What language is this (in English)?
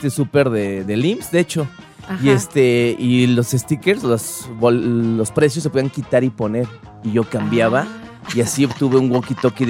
Spanish